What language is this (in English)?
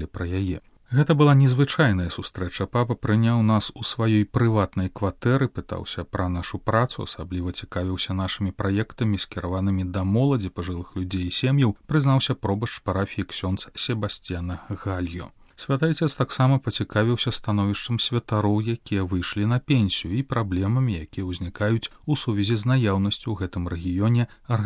Belarusian